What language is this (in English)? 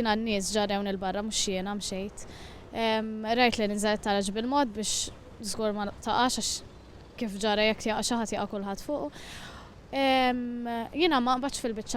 Maltese